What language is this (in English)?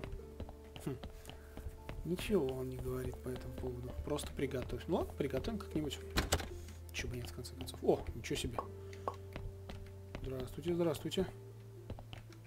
Russian